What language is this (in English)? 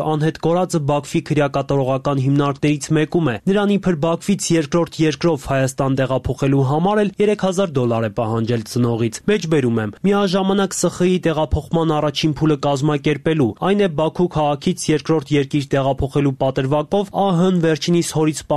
Armenian